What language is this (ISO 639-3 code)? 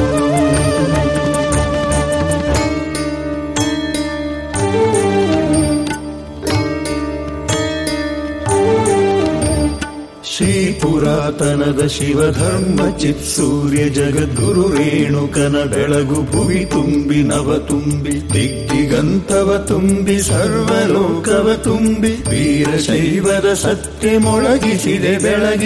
kan